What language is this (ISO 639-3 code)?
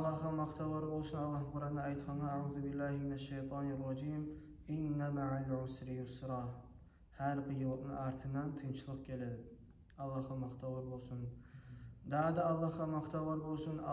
kum